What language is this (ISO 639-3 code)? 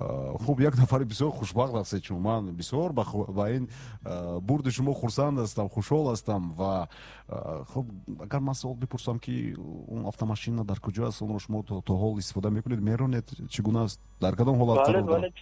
tgk